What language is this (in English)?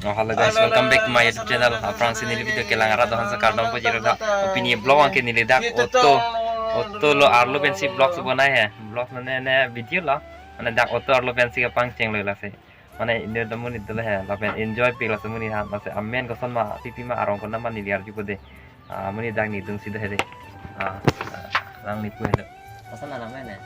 Karbi